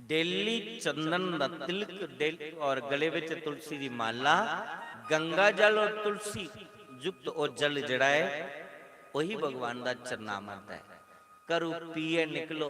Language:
Dogri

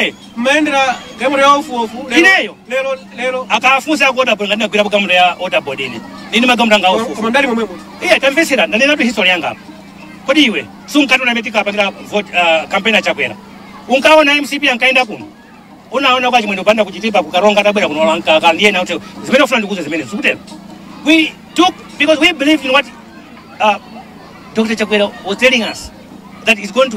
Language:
Nyanja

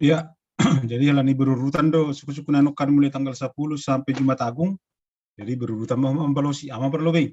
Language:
Batak Simalungun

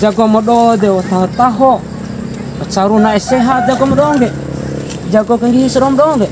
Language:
Bima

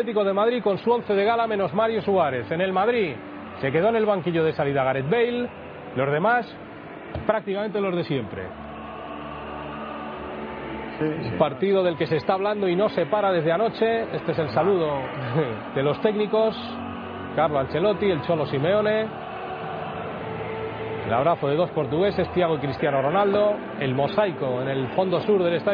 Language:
Spanish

